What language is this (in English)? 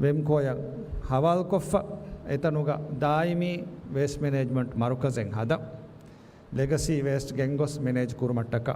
Divehi